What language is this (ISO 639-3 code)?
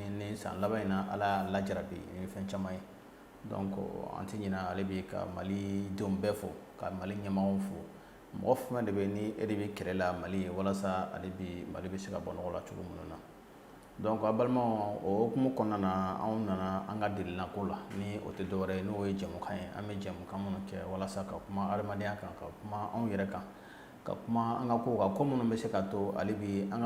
bam